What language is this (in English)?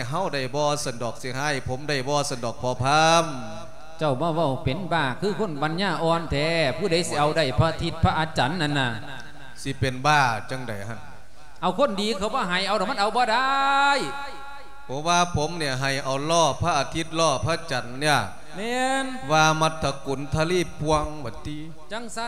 Lao